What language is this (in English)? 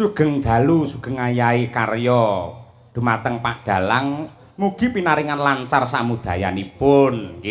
Javanese